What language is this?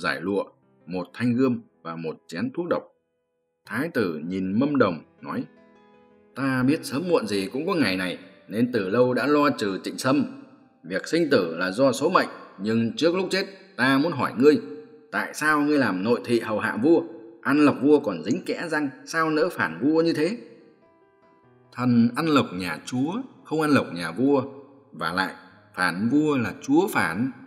Vietnamese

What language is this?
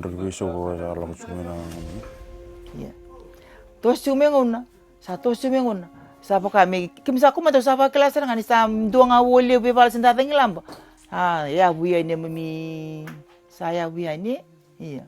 Fijian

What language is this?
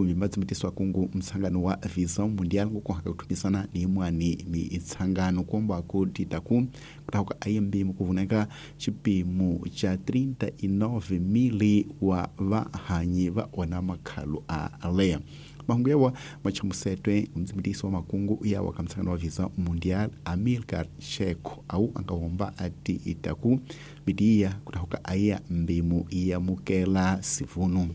Tsonga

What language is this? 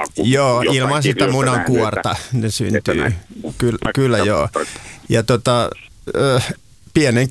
Finnish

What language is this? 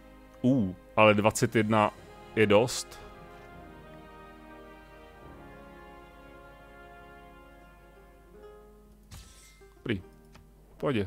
Czech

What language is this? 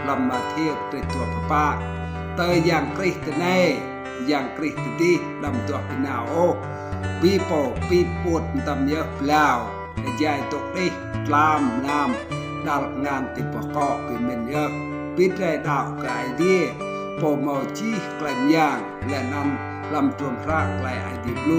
Rade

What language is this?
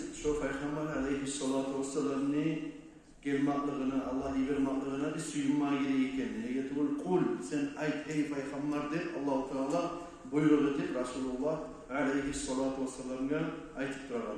Kumyk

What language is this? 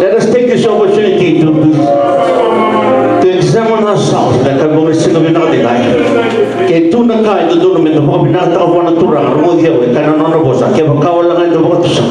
Fijian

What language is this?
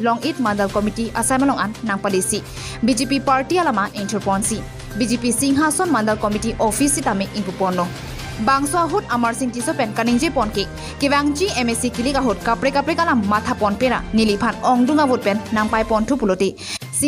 Karbi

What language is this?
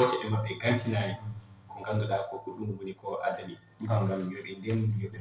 Fula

